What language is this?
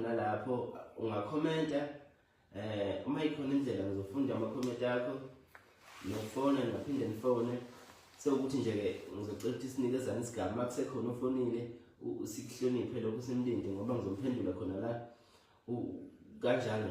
Zulu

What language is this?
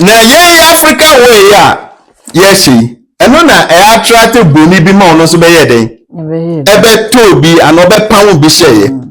Akan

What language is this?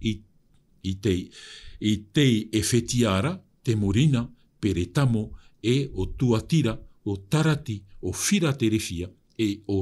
Tahitian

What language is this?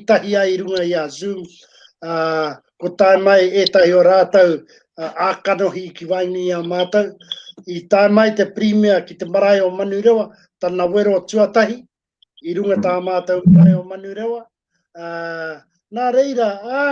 Māori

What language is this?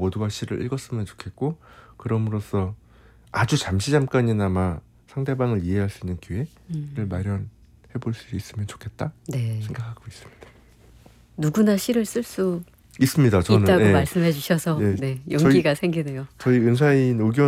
Korean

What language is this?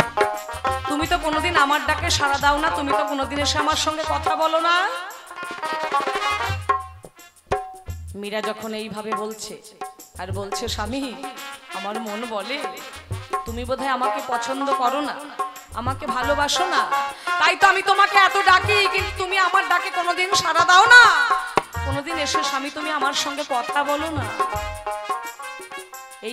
Bangla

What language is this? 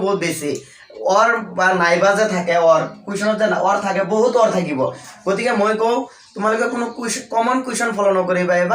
Assamese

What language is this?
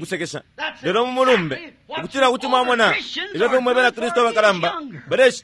Bemba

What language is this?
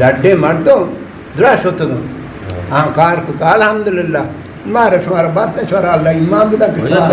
Eastern Balochi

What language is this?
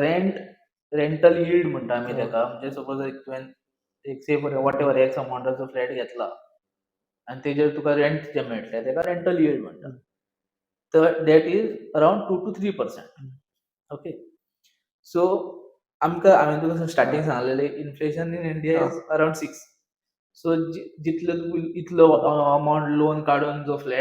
Konkani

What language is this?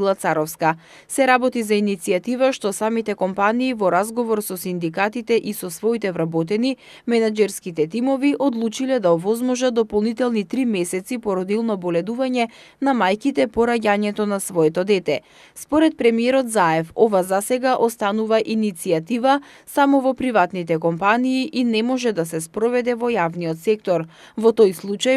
Macedonian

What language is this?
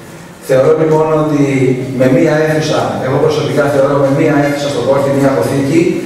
Greek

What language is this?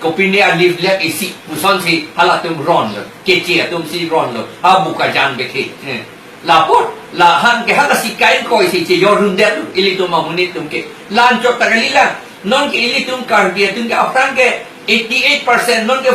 Karbi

